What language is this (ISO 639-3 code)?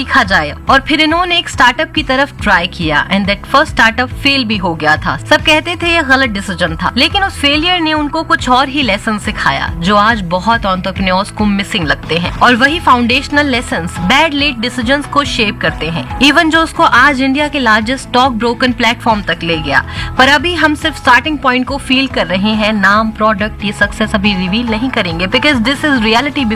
hin